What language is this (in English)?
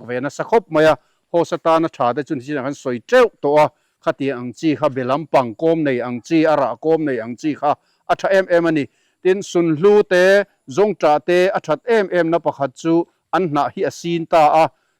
Mizo